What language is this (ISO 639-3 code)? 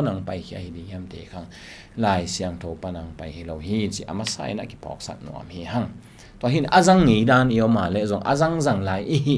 ctd